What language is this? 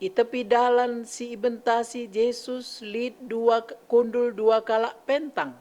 Batak Karo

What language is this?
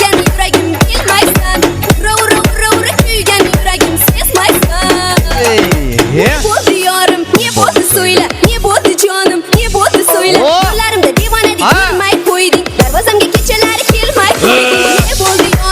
Kara-Kalpak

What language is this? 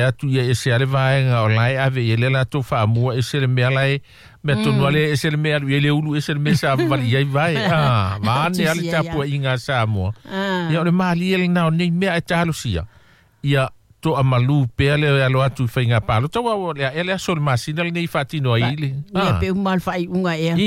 Samoan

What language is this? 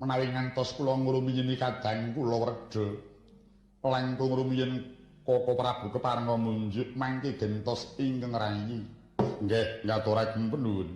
Javanese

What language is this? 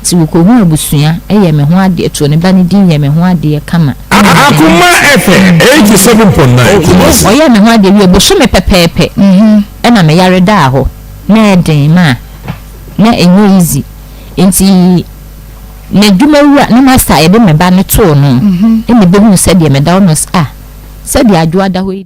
Akan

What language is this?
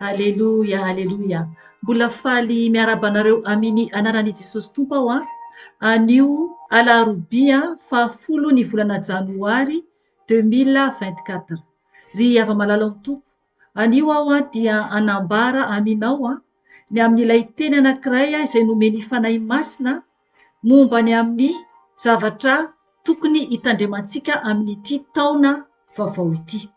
Malagasy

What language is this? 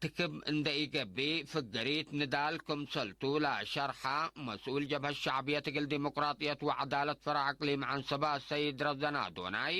Tigre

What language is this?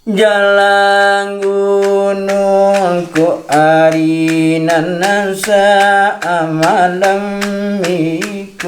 Minangkabau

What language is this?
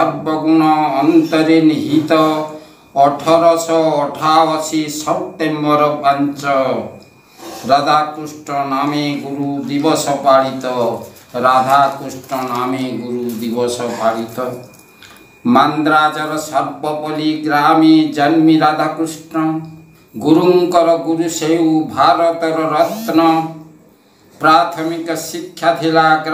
Odia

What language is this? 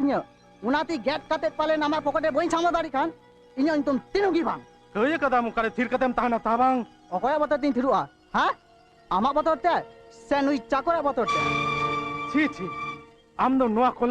Santali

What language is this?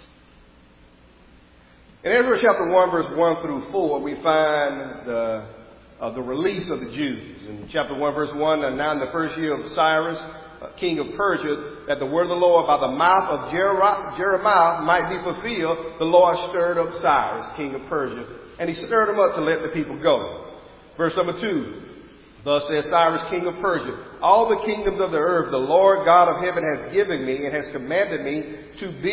English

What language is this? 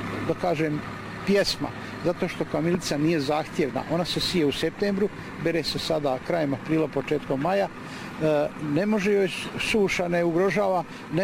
Bosnian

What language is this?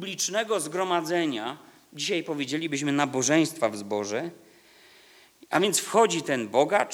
Polish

